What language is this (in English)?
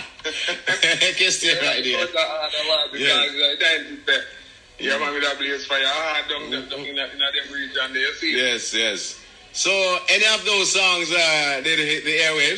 Jamaican Creole English